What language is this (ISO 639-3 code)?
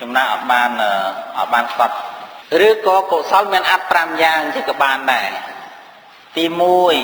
khm